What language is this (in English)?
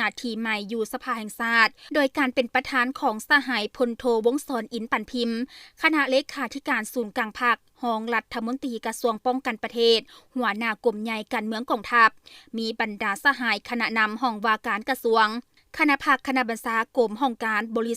Lao